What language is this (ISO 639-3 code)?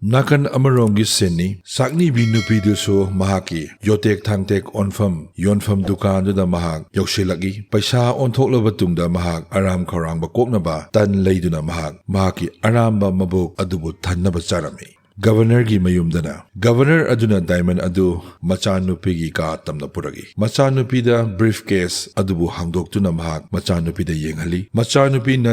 mni